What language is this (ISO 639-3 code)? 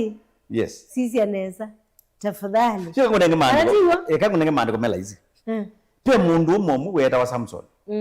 kam